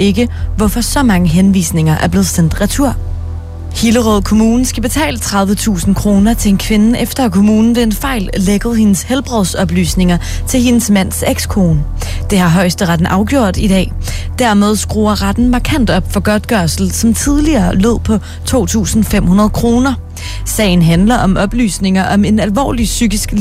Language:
Danish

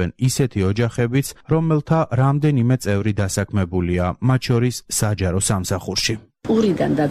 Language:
Georgian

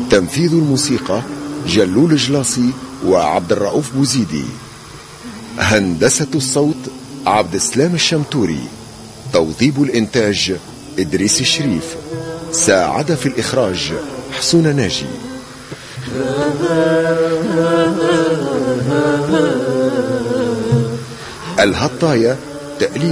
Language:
Tunisian Arabic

